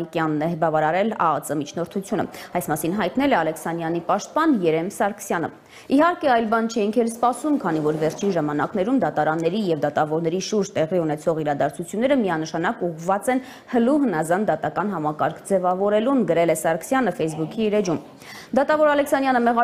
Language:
Armenian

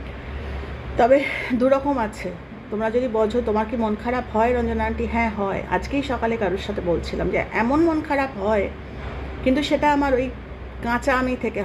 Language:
Bangla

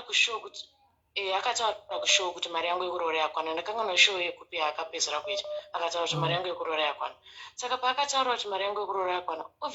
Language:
Shona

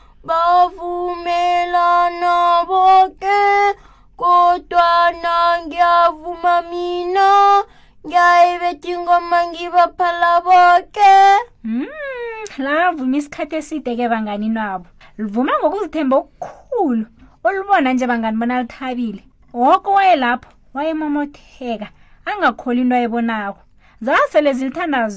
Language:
South Ndebele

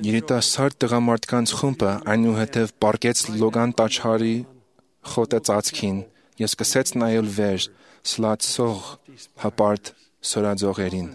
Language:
Armenian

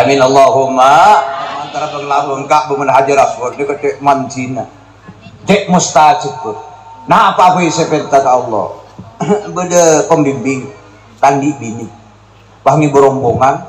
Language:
Madurese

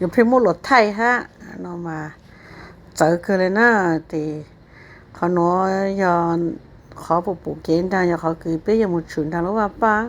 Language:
Hmong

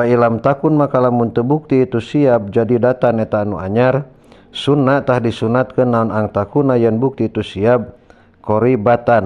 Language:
Sundanese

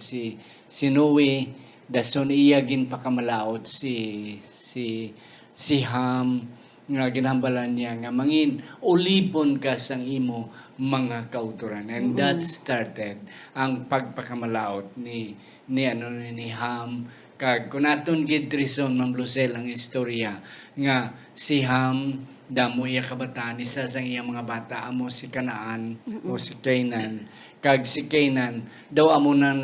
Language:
Hiligaynon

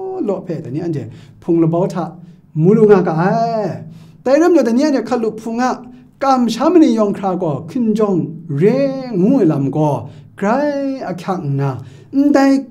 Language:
Kachin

